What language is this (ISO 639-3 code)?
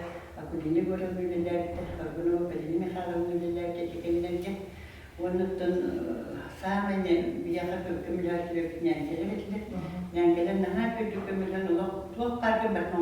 sah